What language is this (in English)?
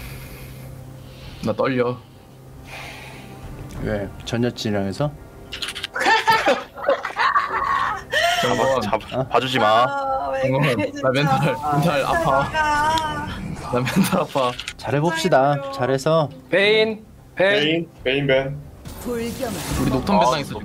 Korean